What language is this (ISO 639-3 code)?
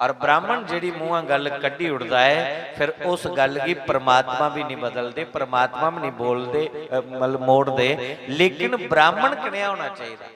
doi